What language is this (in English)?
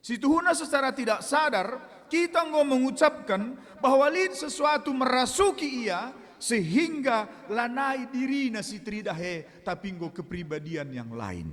Batak Karo